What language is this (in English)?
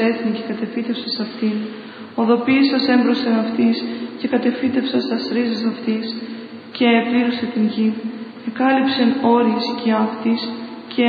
Greek